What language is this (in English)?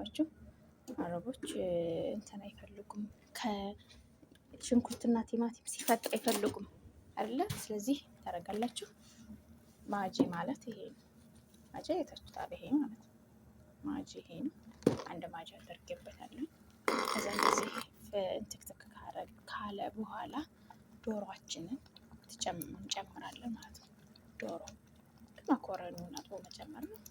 Amharic